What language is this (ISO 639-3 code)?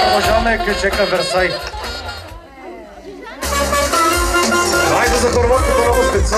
bul